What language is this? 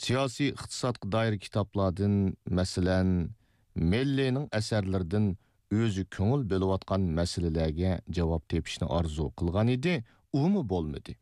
Uyghur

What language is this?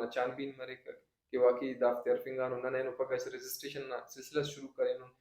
Brahui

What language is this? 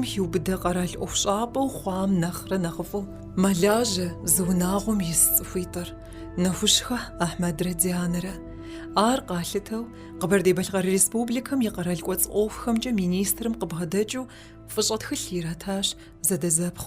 Kabardian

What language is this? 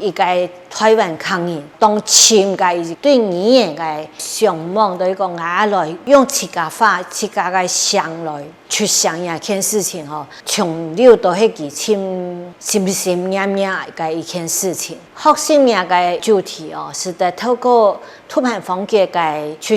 Hakka Chinese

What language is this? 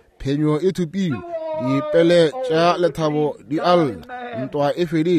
Northern Sotho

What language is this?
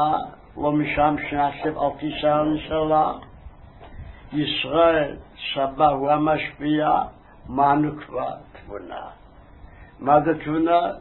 Hebrew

